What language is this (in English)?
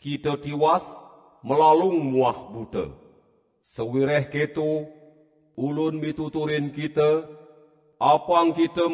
Balinese